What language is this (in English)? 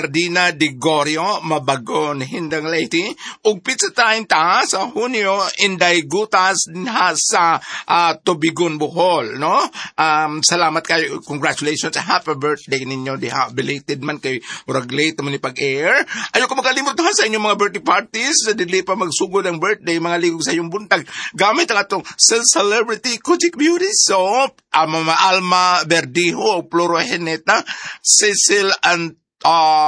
Cebuano